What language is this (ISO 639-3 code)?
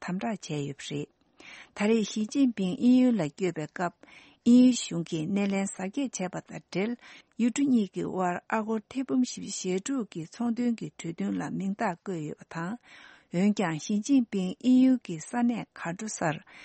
bod